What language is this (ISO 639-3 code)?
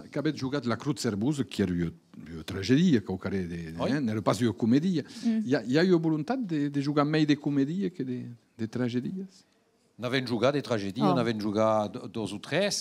oci